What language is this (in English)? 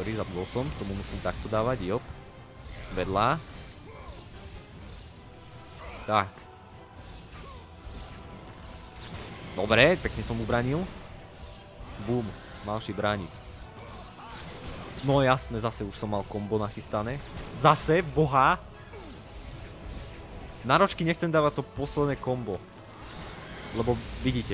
Slovak